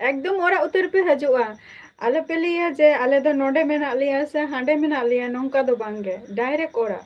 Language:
Santali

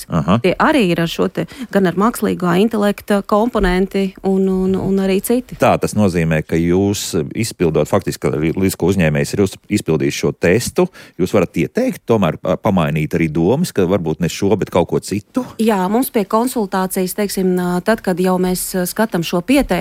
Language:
Latvian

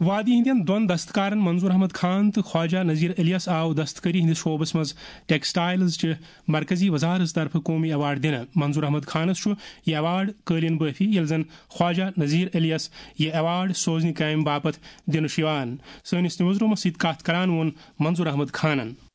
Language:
Kashmiri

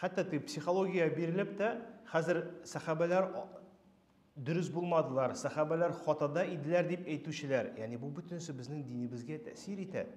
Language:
Tatar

